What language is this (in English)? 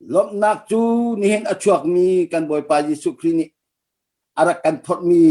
Hakha Chin